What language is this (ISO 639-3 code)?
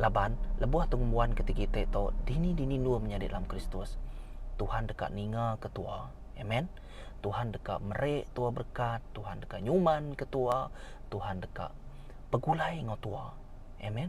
iba